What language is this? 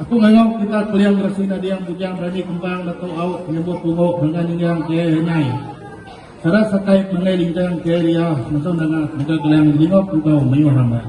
Iban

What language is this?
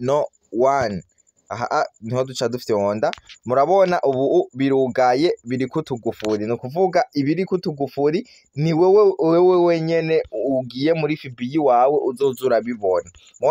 Rundi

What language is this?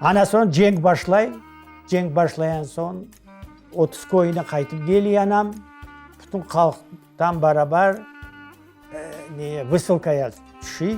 Crimean Tatar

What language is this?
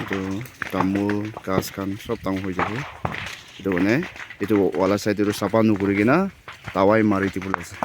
Naga Pidgin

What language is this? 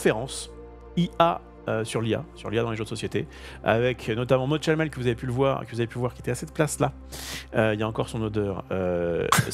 French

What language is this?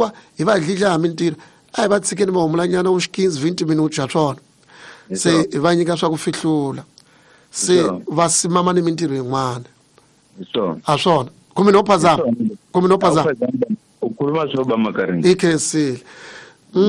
Tsonga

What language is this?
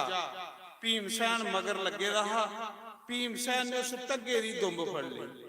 Dogri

